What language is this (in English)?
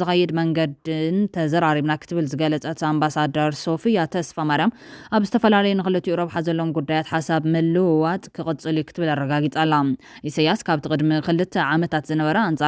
Tigrinya